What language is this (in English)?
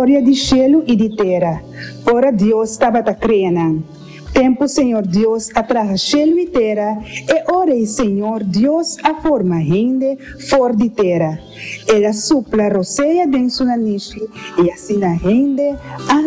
Papiamento